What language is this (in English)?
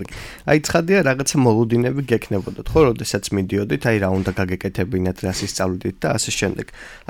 Georgian